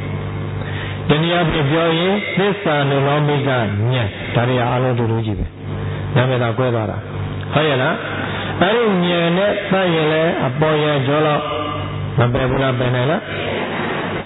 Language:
Burmese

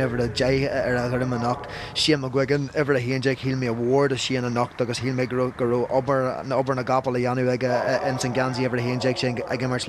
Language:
Irish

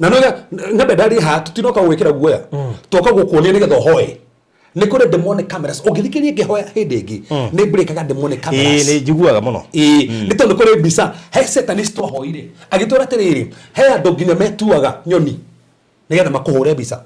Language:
Kikuyu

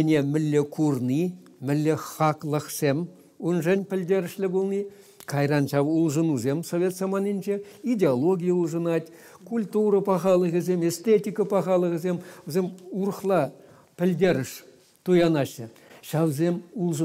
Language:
Chuvash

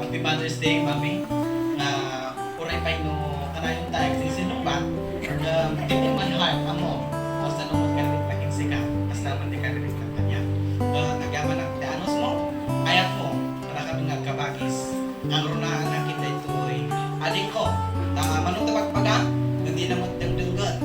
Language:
Iloko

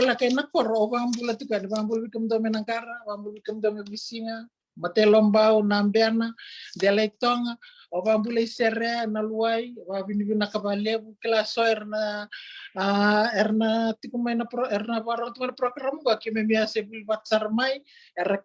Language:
Fijian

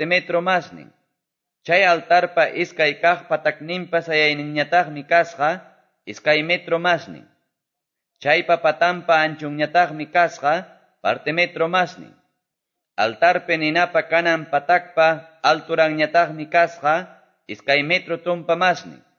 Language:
Quechua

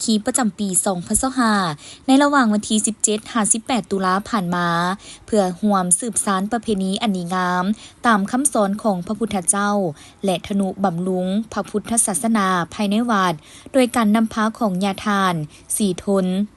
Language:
Lao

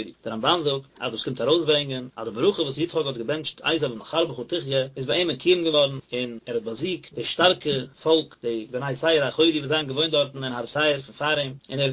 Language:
Yiddish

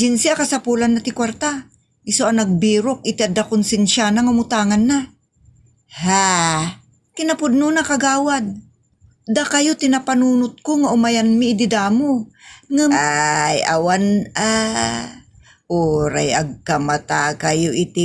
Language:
Iloko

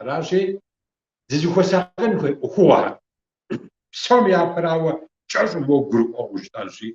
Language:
Kabardian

